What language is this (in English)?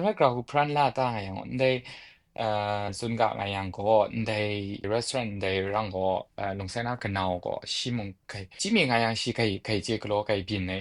Kachin